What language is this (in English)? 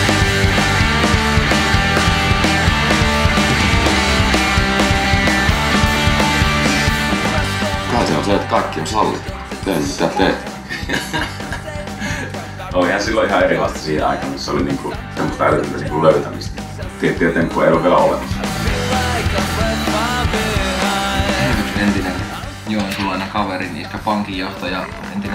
Finnish